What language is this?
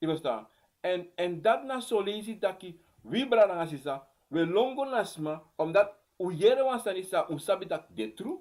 Sranan Tongo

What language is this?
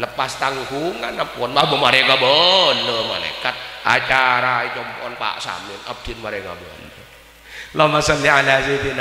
Madurese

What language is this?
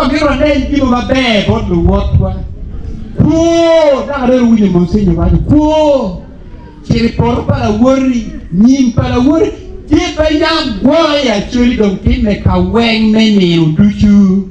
Acoli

